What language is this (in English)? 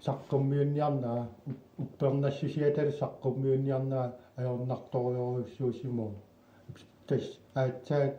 Kalaallisut